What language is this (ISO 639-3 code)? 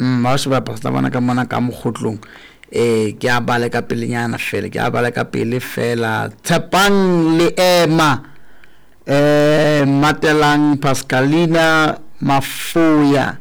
sot